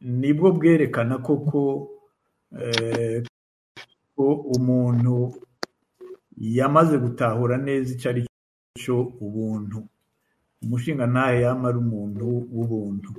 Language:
Rundi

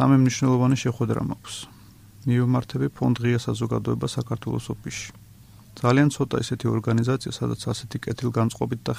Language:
Georgian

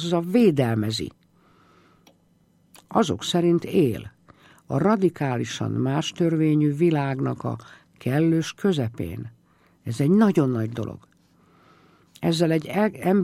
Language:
Hungarian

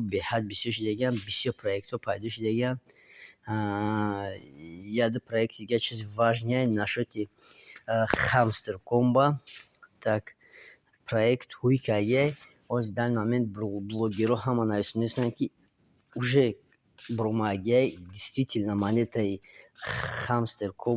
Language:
Tajik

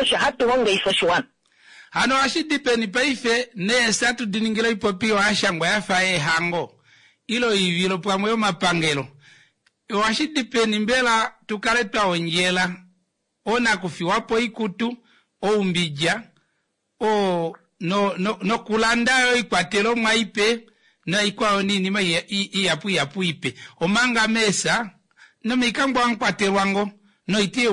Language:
Kuanyama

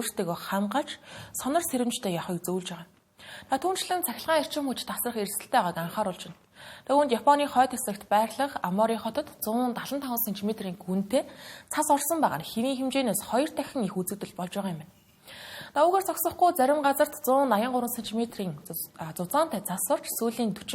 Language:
Mongolian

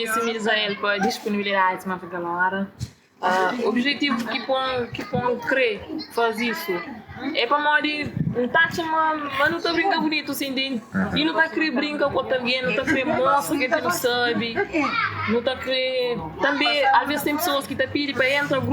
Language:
Kabuverdianu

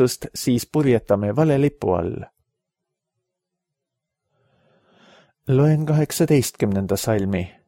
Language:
Estonian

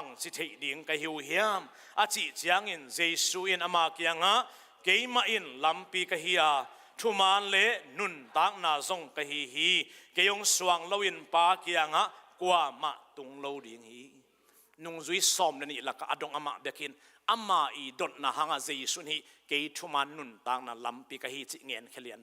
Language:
Tedim Chin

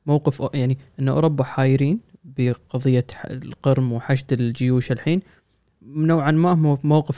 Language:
Gulf Arabic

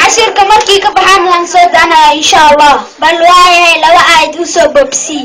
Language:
Somali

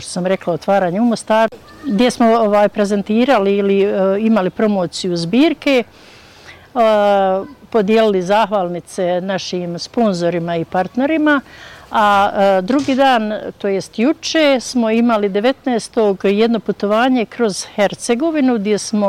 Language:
Bosnian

